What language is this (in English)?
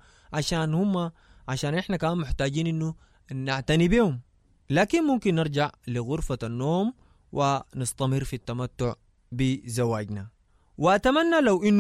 Sudanese Arabic